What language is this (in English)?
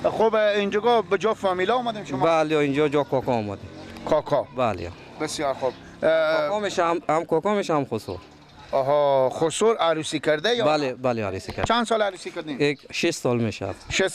Persian